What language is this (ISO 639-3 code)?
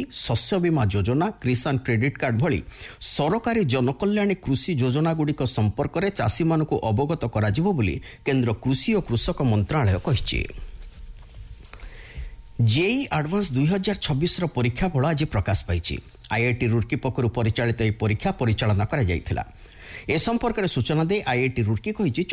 ori